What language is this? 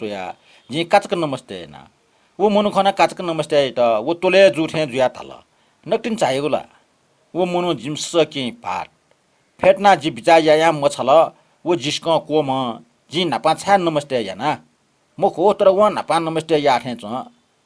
Newari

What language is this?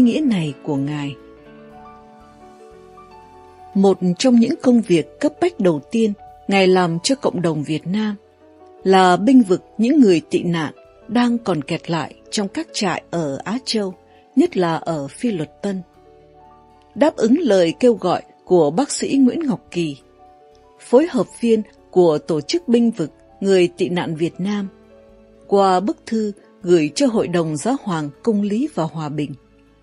Vietnamese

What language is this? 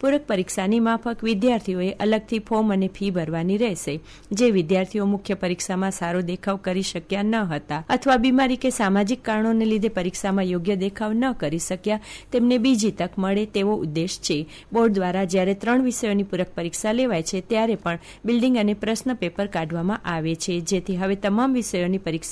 Gujarati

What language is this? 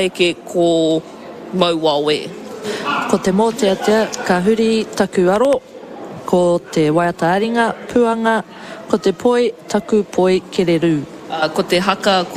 Māori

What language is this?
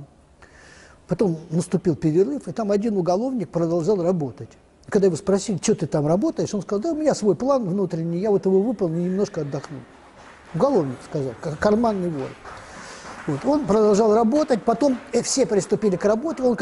Russian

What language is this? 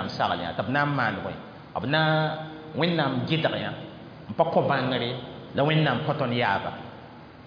Mossi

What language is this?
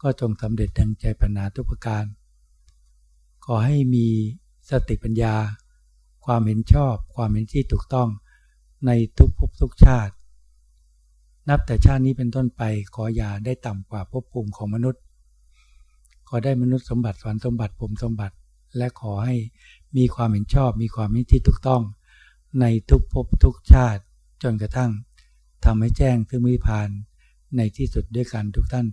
Thai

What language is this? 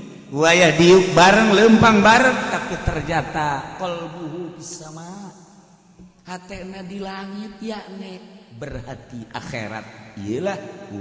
Sundanese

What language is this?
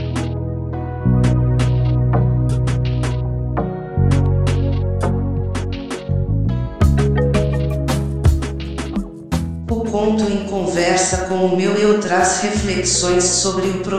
Portuguese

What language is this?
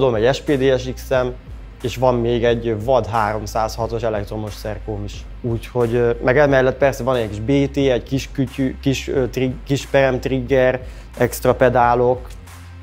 Hungarian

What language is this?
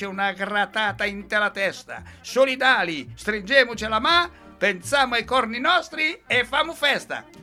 Italian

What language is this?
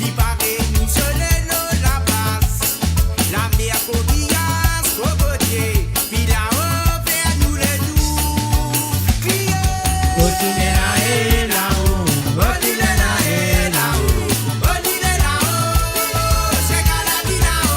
Morisyen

